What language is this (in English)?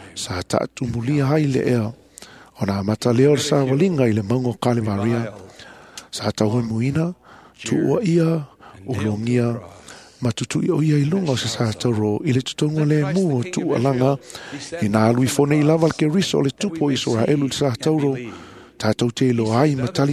Samoan